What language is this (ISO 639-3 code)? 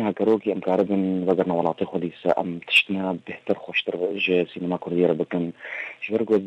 kur